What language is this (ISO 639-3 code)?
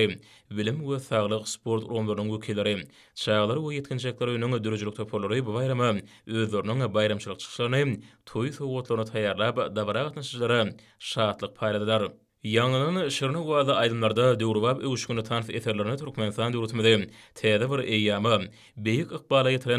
tuk